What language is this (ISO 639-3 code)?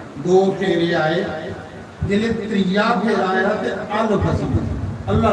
doi